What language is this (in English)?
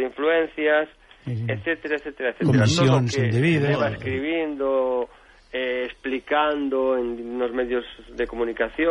Galician